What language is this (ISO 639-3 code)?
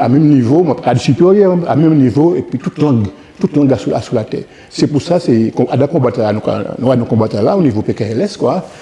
gcf